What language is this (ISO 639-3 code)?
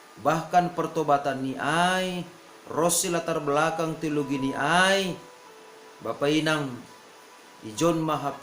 bts